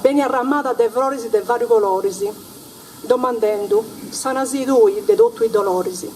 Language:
Sardinian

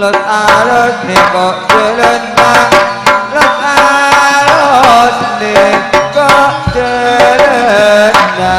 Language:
Madurese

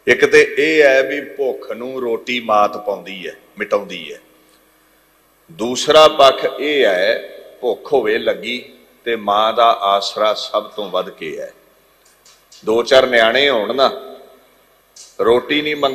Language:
Punjabi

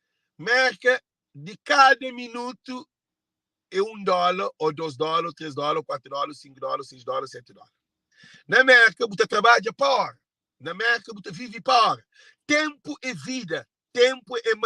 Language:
Kabuverdianu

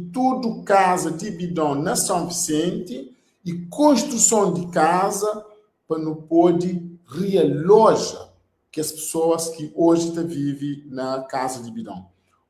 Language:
Kabuverdianu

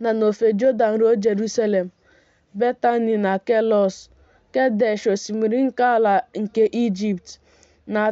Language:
Igbo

